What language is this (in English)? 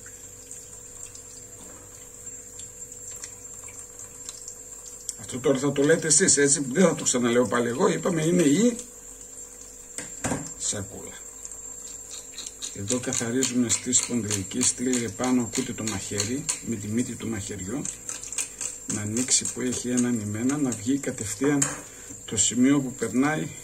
Greek